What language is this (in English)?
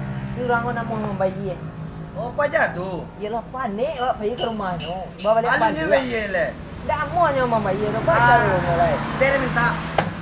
Minangkabau